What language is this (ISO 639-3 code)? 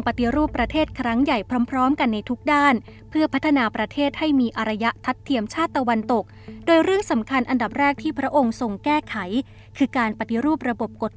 tha